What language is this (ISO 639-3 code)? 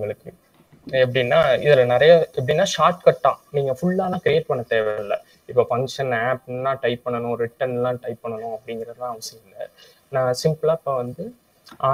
tam